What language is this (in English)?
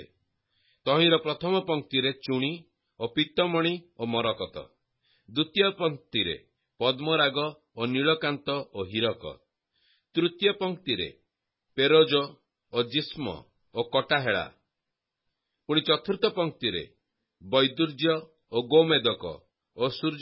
Odia